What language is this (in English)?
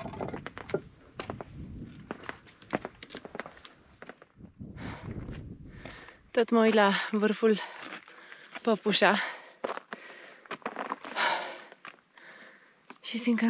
Romanian